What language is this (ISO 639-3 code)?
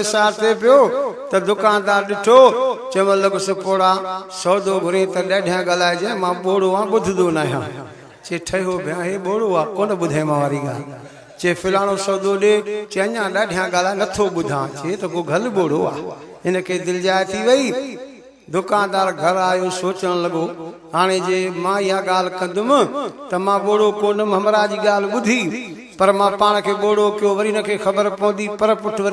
snd